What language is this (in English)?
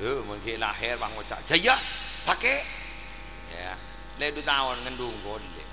Madurese